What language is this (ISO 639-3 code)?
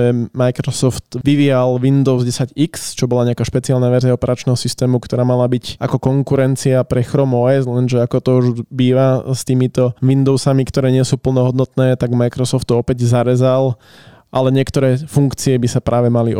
slk